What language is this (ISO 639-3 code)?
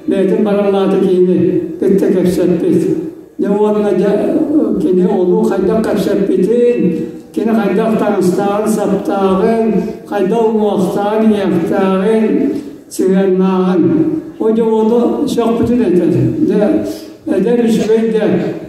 sah